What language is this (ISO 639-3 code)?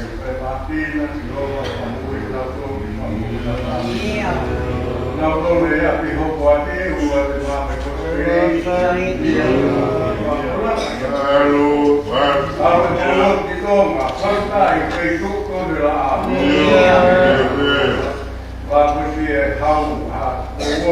ton